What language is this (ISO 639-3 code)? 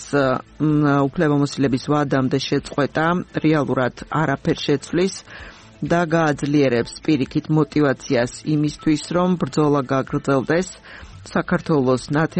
kat